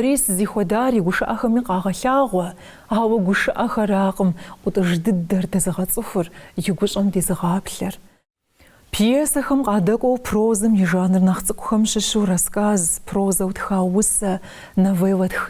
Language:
Kabardian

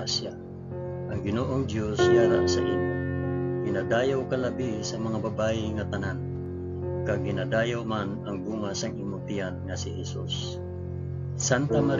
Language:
Hiligaynon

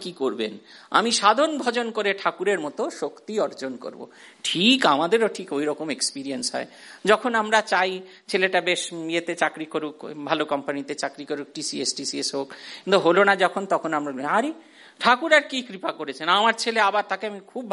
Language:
Bangla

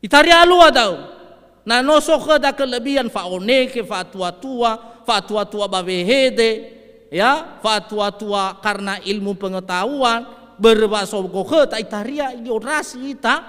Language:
Nias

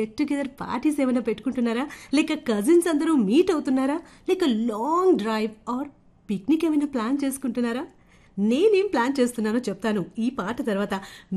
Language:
Telugu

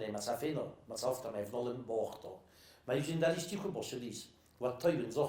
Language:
Ossetic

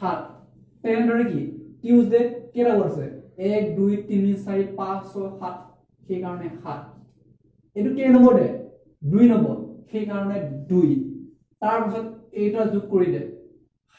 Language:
Assamese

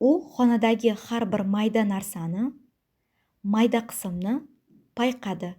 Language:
Uzbek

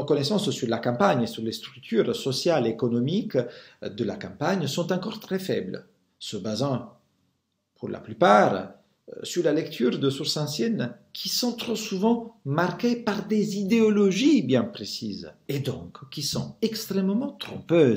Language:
French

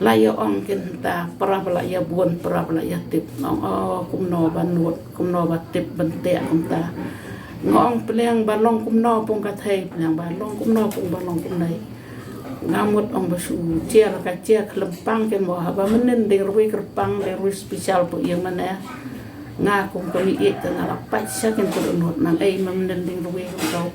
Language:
Khasi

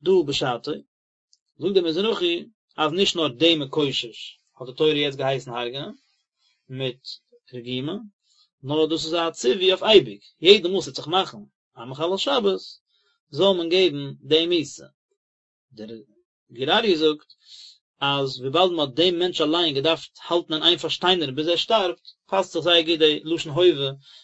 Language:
Yiddish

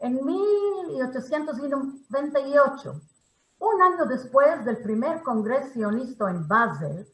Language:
Ladino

